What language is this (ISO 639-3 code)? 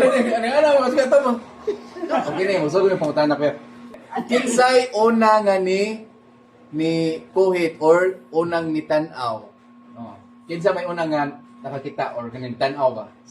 ceb